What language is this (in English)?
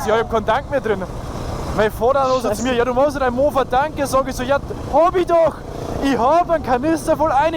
Bavarian